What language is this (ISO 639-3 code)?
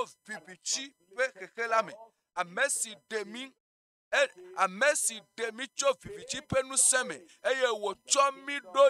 ewe